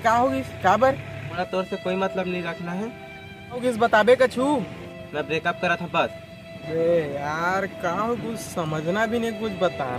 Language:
Chhattisgarhi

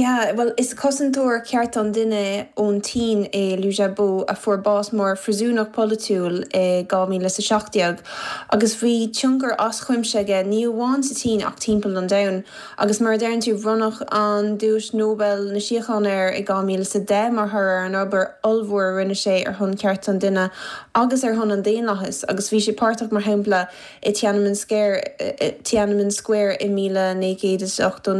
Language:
Irish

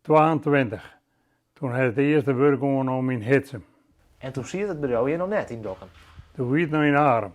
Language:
Western Frisian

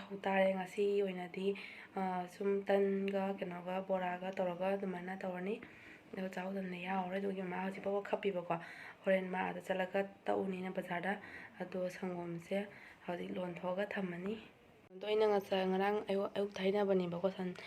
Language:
Manipuri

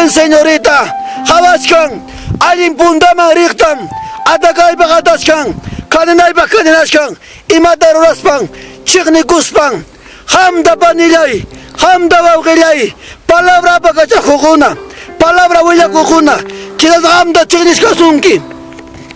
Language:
Ayacucho Quechua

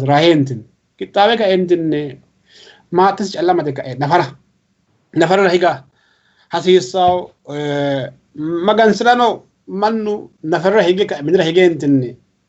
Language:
Sidamo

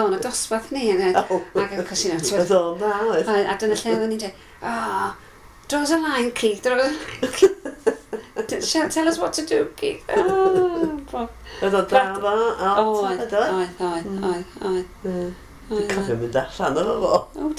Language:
Welsh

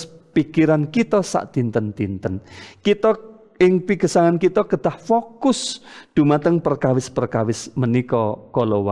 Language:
Javanese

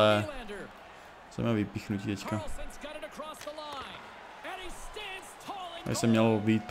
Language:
Czech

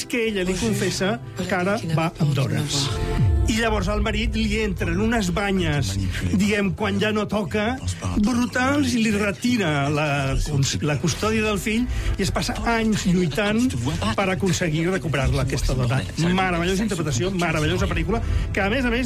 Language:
Catalan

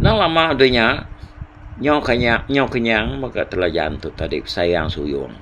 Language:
Iban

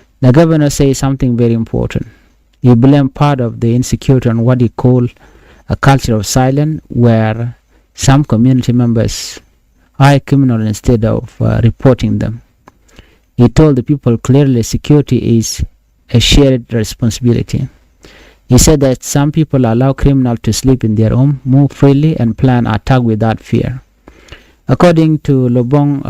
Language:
Nuer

